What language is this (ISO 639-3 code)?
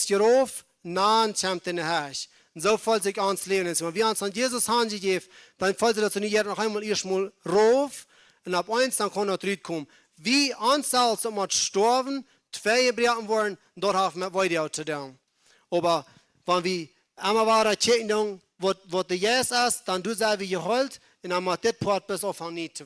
pdt